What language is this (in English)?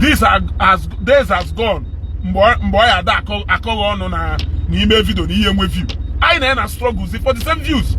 Igbo